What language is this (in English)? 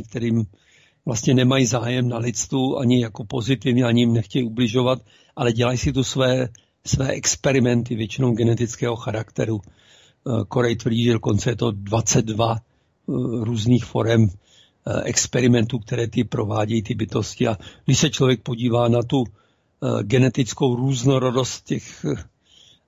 Czech